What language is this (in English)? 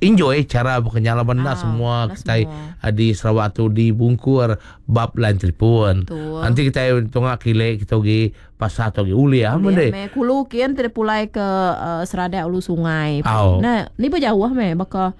Iban